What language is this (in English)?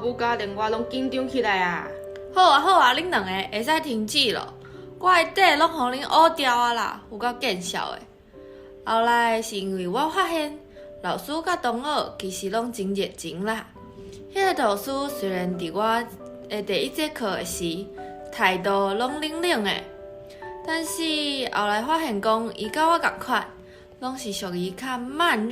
Min Nan Chinese